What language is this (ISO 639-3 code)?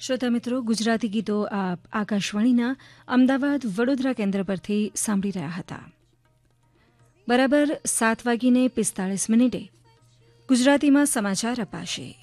guj